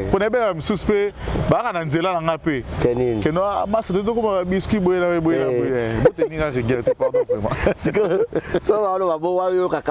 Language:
Lingala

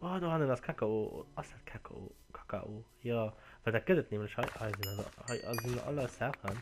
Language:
Luxembourgish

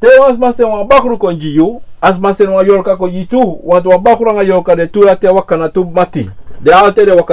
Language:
Sranan Tongo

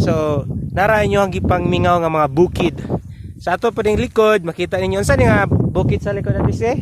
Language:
Cebuano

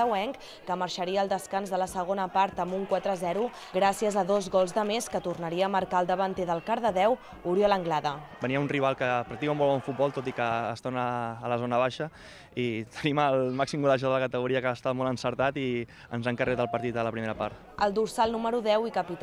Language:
Catalan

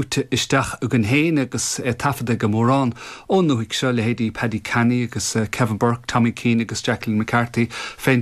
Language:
Irish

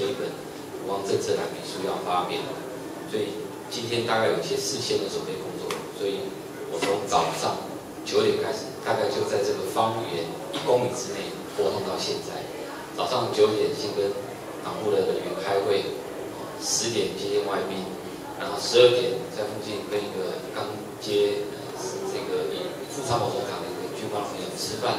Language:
Chinese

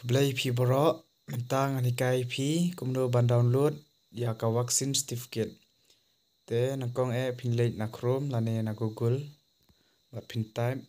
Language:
Khasi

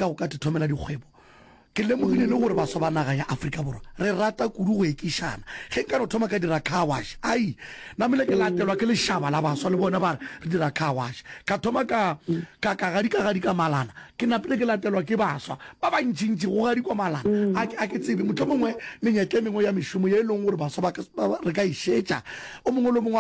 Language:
Northern Sotho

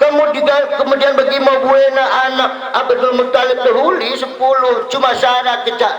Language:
Batak Dairi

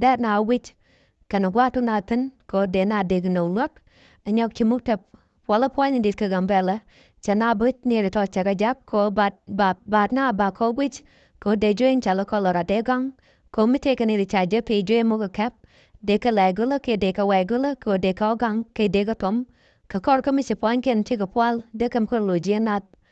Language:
Nuer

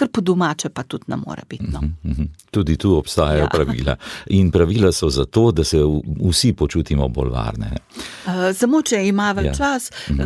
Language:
Slovenian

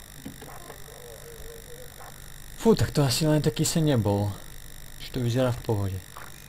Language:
Slovak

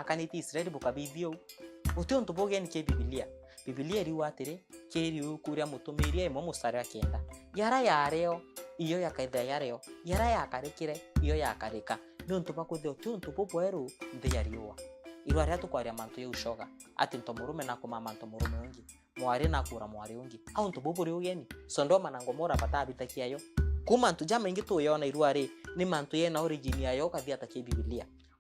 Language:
Meru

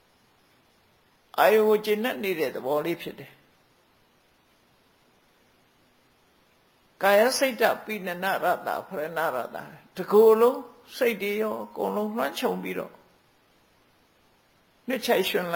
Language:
Burmese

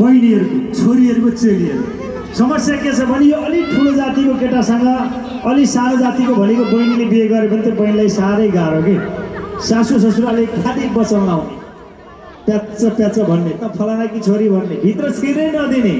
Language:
Nepali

